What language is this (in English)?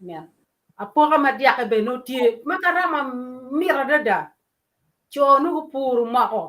Acoli